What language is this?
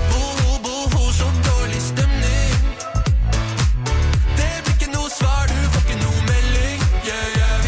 Norwegian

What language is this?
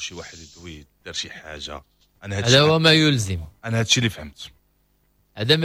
Moroccan Arabic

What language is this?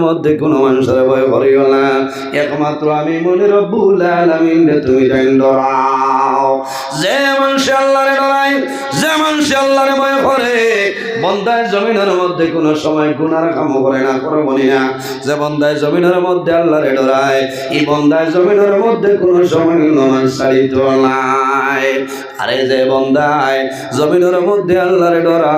Sylheti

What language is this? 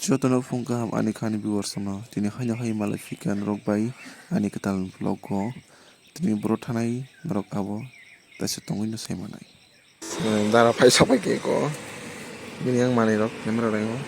Kok Borok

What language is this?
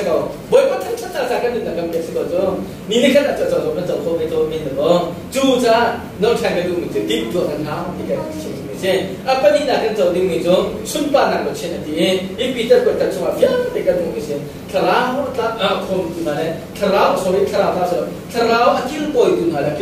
Hakha Chin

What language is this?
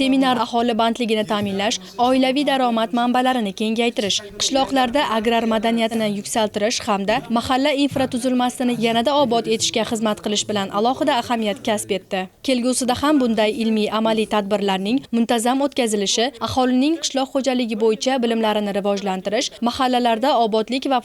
Uzbek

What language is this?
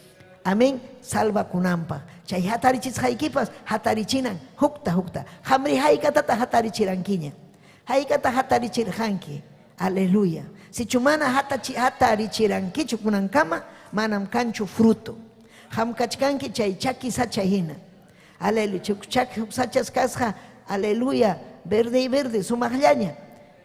Ayacucho Quechua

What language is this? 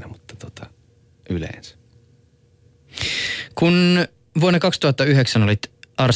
Finnish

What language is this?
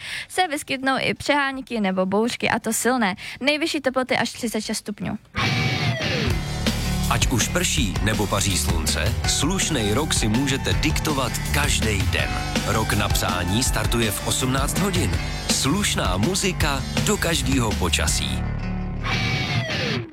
Czech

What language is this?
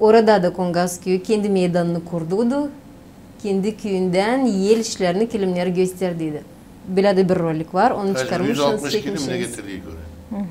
Gagauz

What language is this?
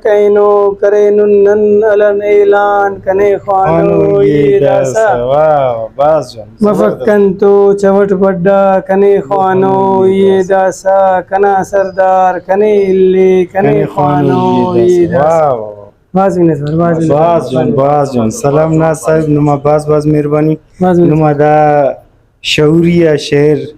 Brahui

